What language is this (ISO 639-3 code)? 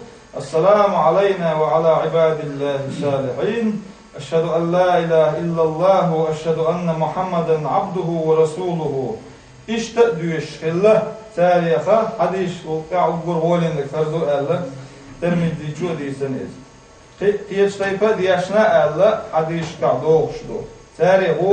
che